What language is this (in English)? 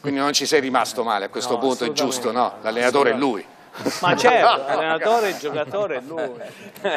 Italian